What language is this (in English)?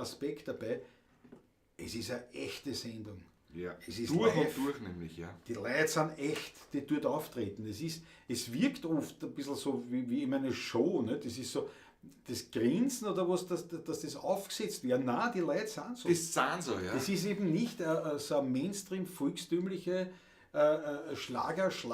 Bavarian